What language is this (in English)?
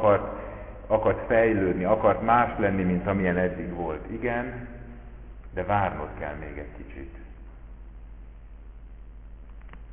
Hungarian